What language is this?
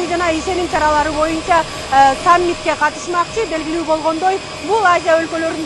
Kyrgyz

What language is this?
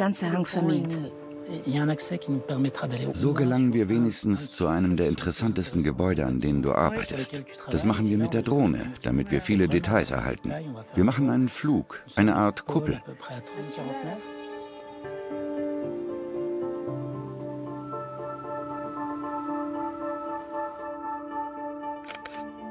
German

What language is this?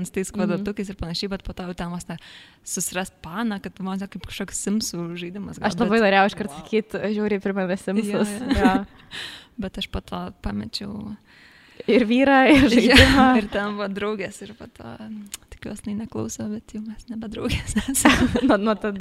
Lithuanian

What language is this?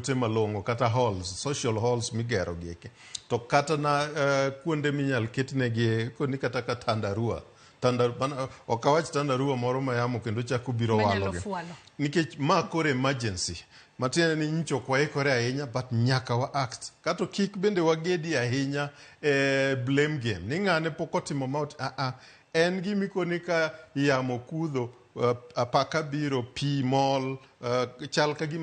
Luo (Kenya and Tanzania)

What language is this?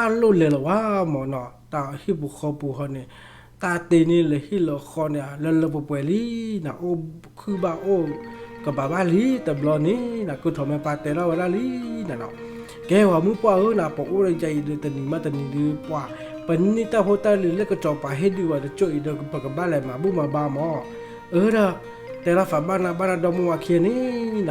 S'gaw Karen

